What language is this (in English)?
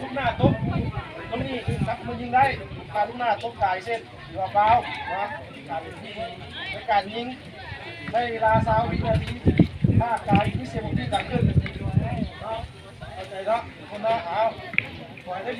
Lao